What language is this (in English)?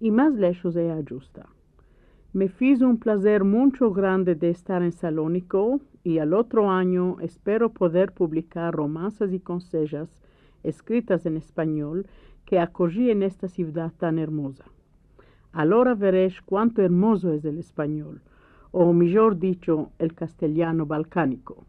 Ladino